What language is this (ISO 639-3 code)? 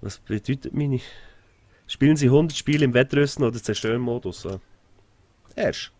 gsw